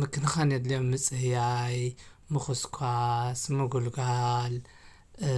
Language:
Tigrinya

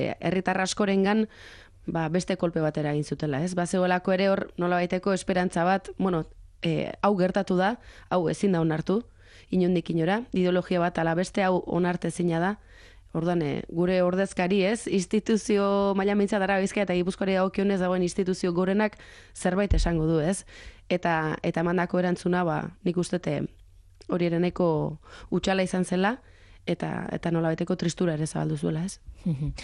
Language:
Basque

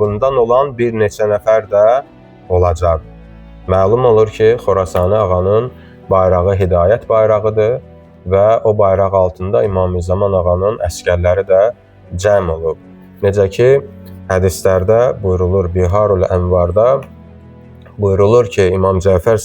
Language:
Azerbaijani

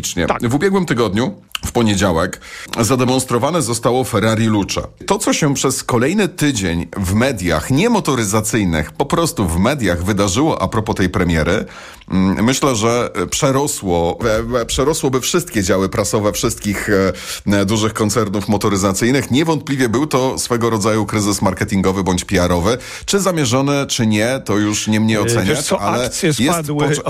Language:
Polish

